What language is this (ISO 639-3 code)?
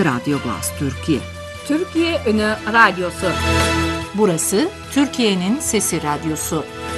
tur